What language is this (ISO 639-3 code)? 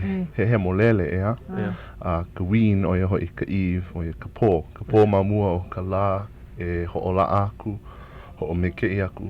haw